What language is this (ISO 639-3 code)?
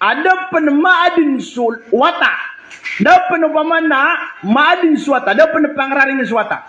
mrw